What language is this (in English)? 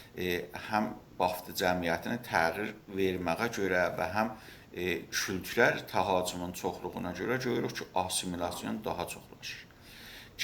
South Azerbaijani